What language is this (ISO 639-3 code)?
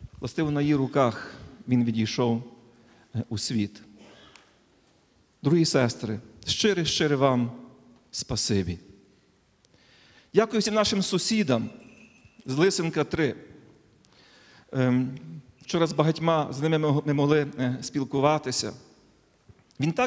ukr